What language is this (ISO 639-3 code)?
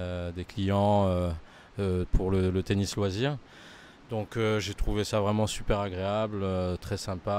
fra